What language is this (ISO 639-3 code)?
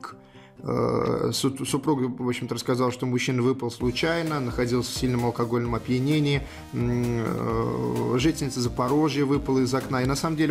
rus